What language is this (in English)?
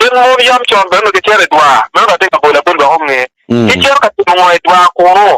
Acoli